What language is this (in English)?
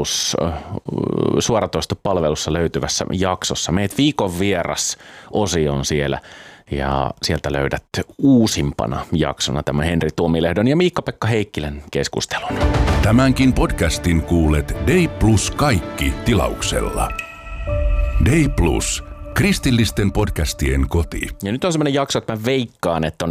Finnish